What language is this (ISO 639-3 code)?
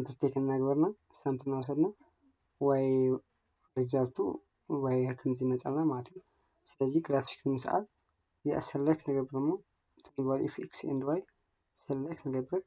tir